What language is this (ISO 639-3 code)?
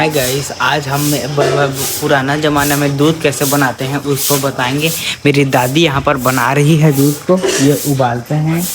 hne